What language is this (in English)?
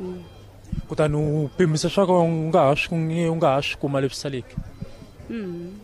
Tsonga